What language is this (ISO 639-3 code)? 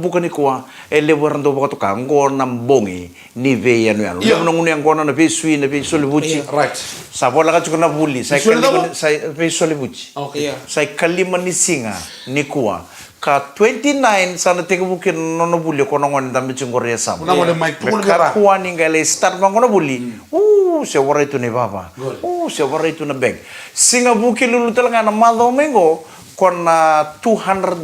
fij